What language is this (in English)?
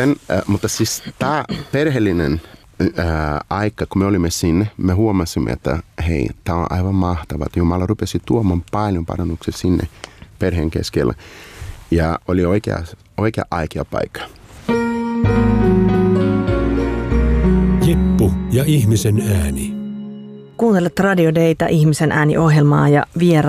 Finnish